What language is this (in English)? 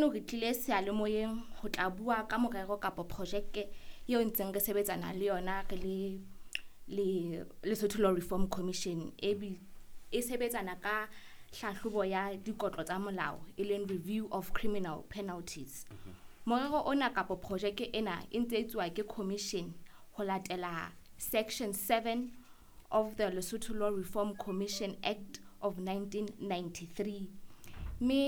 Southern Sotho